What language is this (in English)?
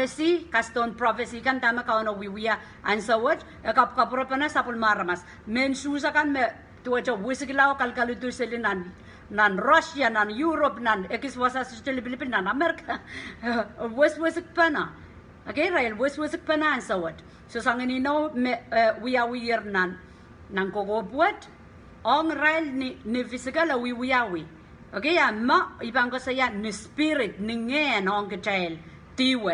Pohnpeian